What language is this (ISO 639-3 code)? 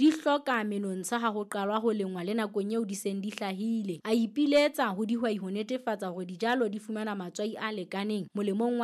sot